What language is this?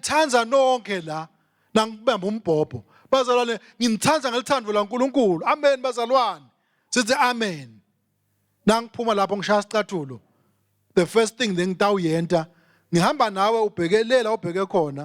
Swati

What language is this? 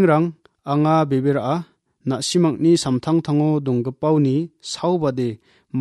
Garo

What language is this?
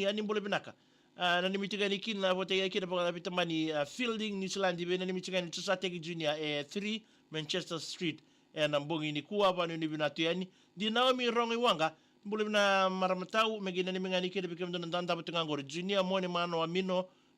Fijian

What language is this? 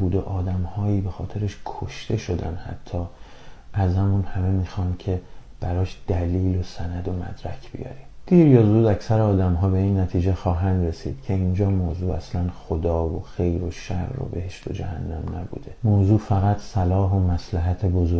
Persian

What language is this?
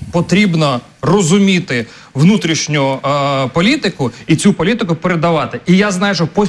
Ukrainian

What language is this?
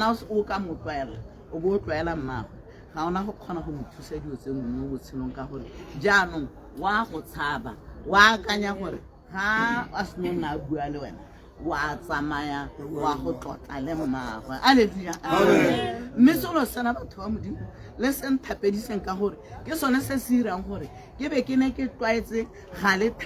Tswana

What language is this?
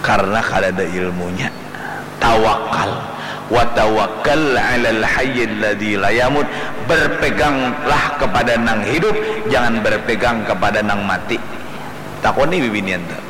Banjar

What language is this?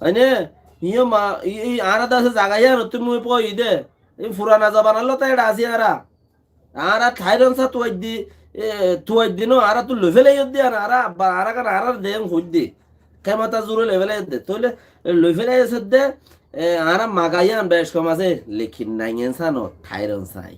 Rohingya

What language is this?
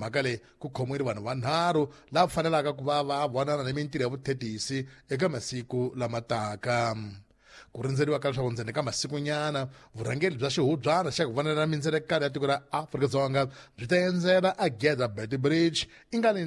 Tsonga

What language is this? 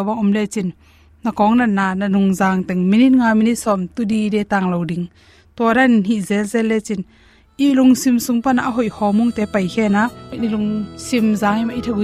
Tedim Chin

